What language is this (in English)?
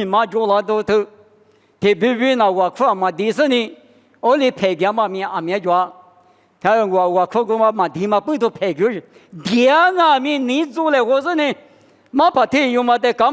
Lisu